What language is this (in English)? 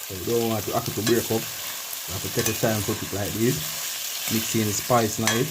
Jamaican Creole English